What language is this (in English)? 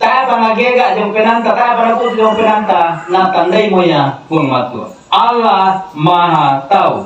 Toraja-Sa'dan